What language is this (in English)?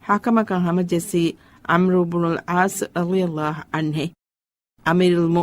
Divehi